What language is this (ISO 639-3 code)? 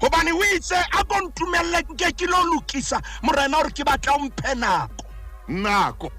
sot